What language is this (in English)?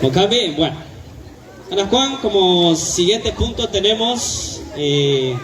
Kekchí